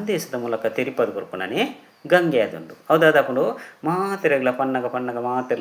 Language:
Tulu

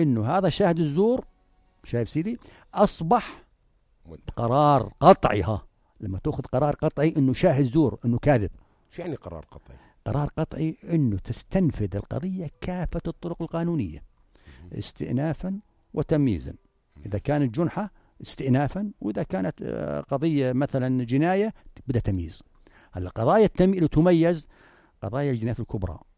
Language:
North Levantine Arabic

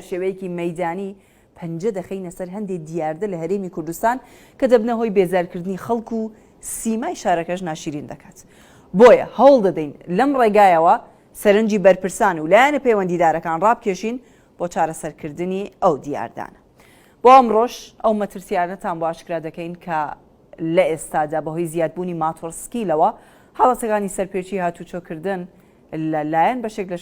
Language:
Central Kurdish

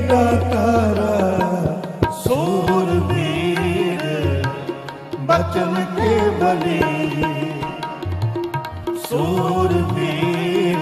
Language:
Punjabi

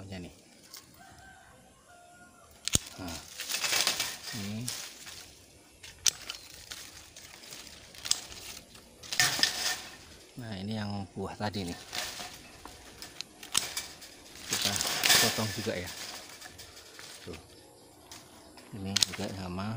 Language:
Indonesian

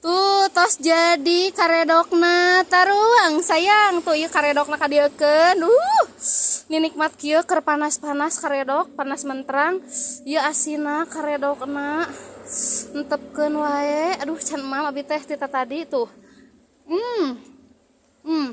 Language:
Sundanese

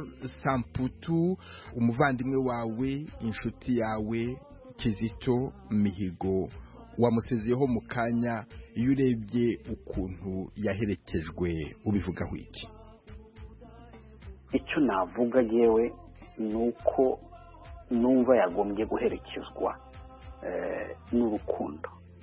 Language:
Kinyarwanda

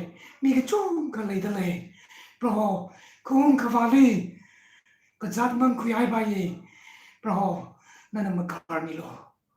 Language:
Tangkhul Naga (India)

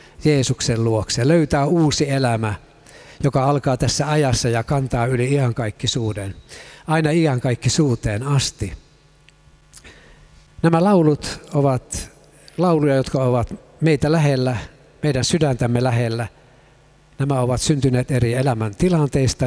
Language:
Finnish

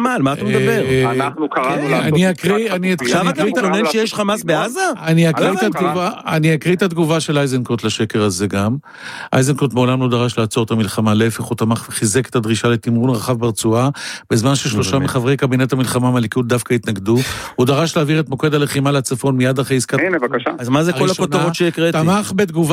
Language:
Hebrew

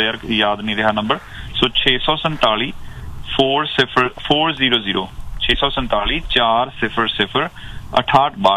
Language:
Punjabi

